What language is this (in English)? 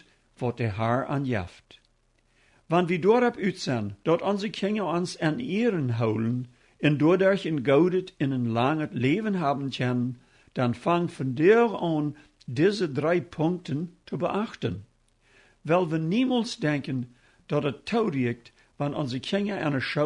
Plautdietsch